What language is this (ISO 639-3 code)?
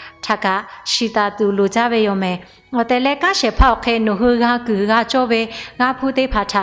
lhu